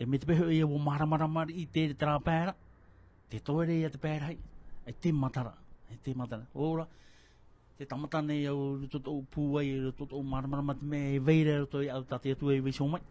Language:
Tahitian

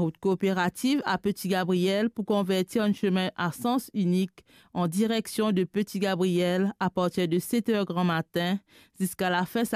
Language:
Morisyen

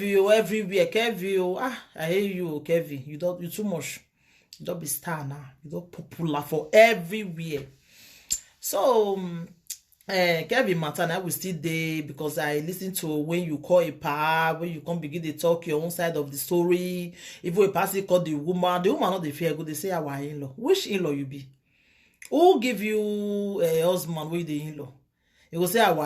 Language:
Nigerian Pidgin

